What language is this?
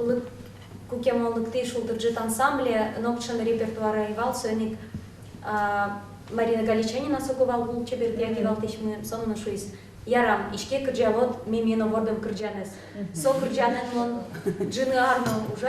Udmurt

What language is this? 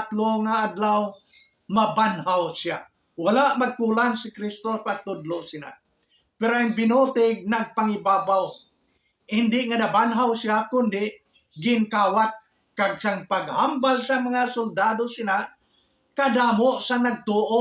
Hiligaynon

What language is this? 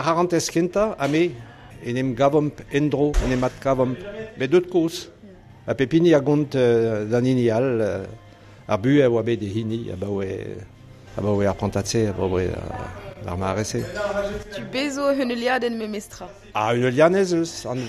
Breton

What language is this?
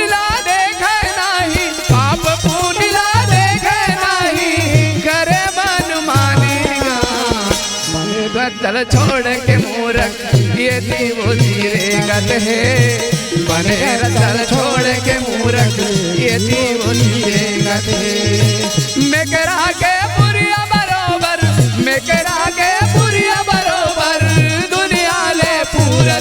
Chhattisgarhi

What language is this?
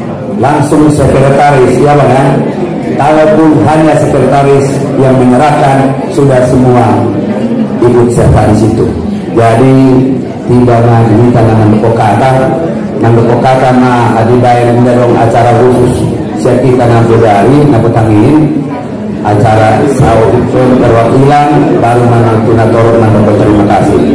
Batak Angkola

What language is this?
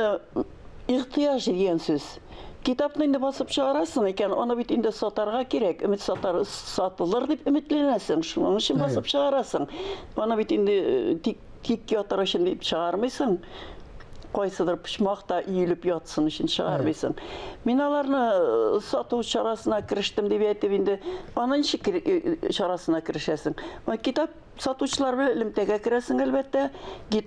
Tatar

